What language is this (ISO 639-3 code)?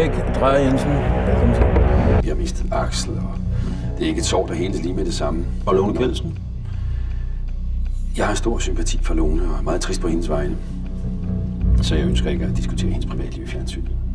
dan